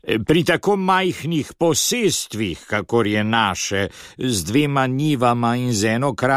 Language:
Slovenian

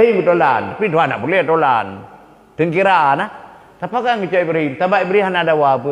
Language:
Achinese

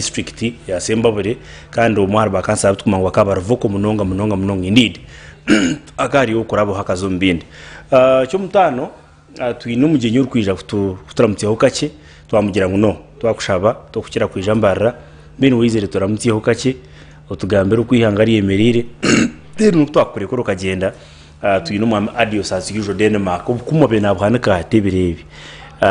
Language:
Nyankole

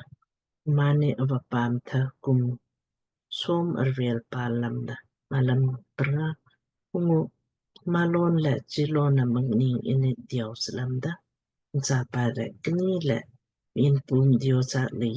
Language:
Lamkang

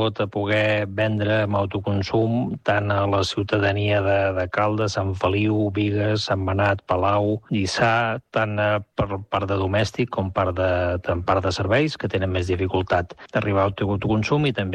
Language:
Catalan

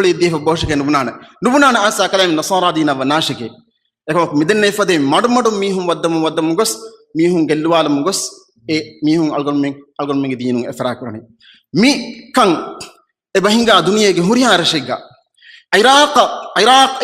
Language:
Divehi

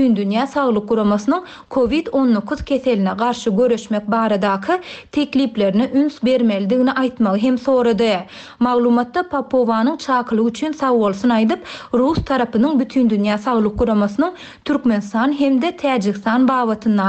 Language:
Turkmen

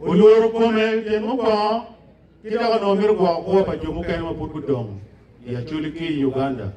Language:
Acoli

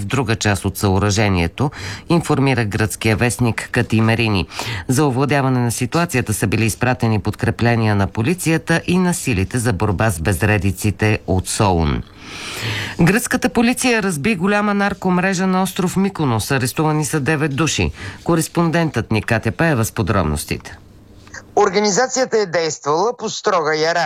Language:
Bulgarian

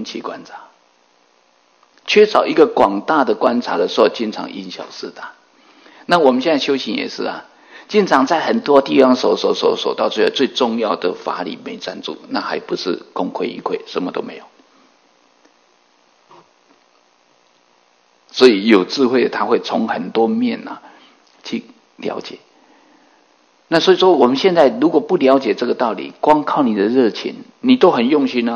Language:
Chinese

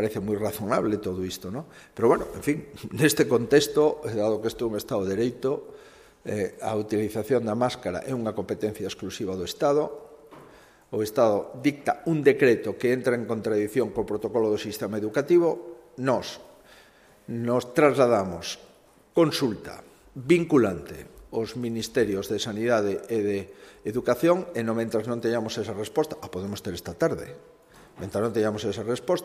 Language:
Galician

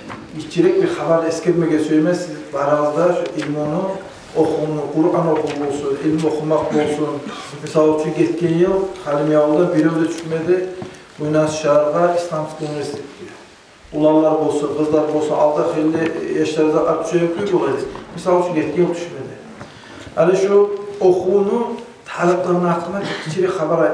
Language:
Kumyk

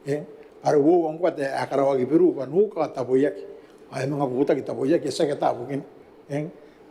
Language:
Gilbertese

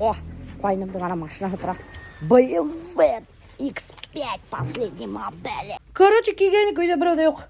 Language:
Bashkir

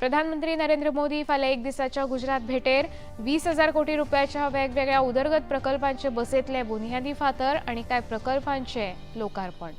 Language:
Konkani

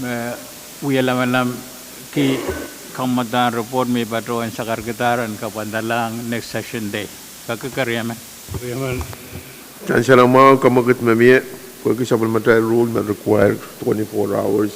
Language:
Pohnpeian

